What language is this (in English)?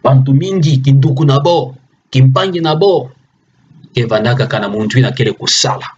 Kituba (Democratic Republic of Congo)